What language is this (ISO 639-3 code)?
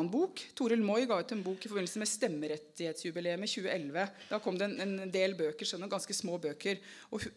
nor